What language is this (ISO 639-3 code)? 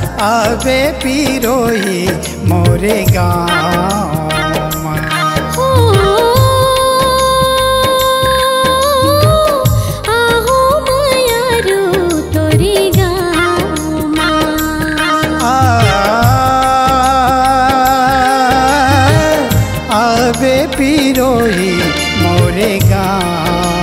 hne